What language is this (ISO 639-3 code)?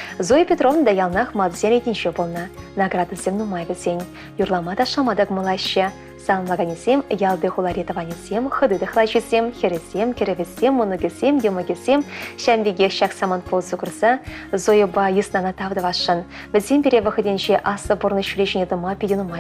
chv